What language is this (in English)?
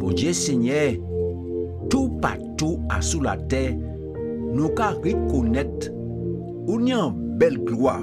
Guadeloupean Creole French